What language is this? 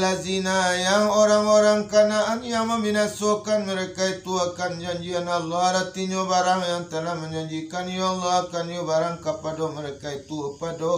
Minangkabau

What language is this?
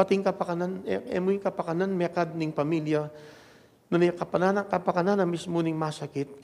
Pampanga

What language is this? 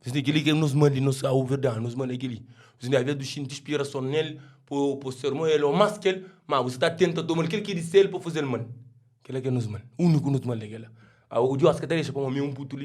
Kabuverdianu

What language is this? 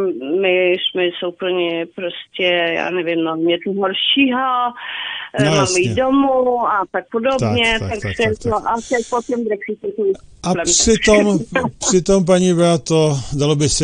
Czech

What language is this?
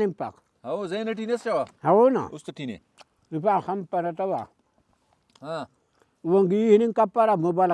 Brahui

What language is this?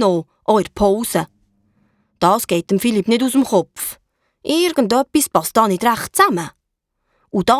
Swiss German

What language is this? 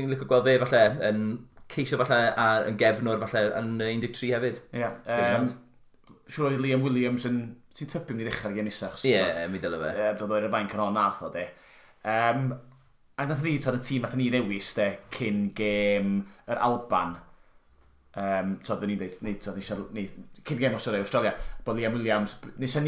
Welsh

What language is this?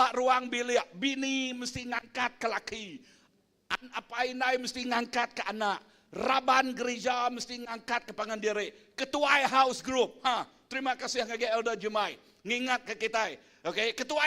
Iban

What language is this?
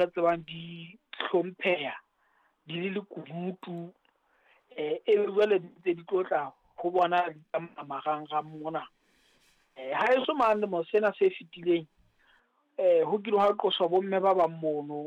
Southern Sotho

